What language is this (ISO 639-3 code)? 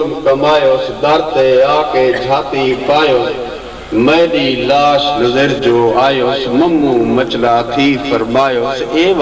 skr